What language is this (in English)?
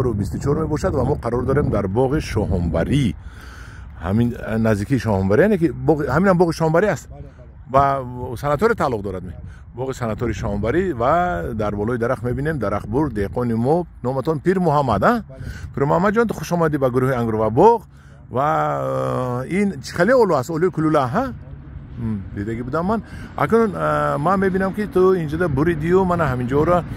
Tajik